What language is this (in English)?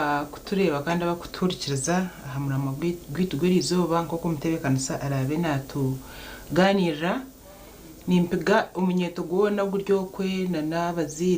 Nyankole